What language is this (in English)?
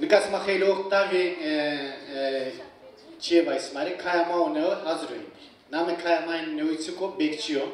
Zaza